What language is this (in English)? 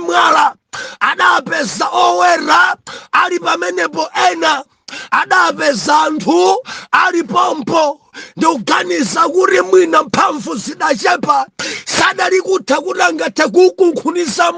Nyanja